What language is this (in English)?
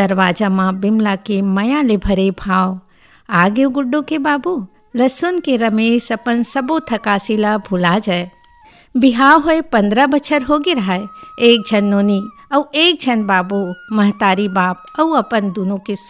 Chhattisgarhi